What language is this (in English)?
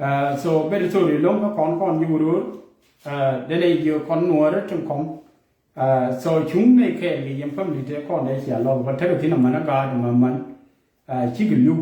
Nuer